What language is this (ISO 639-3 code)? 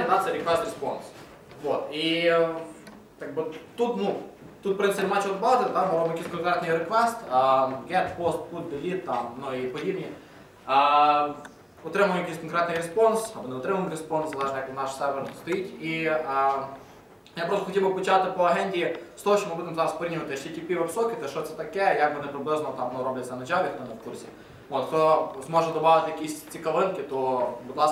ukr